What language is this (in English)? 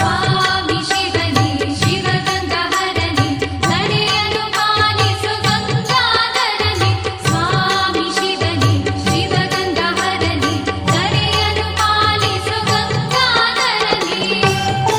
Kannada